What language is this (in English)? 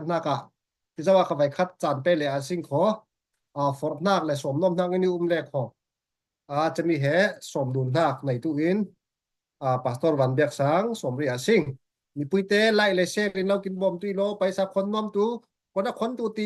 Falam Chin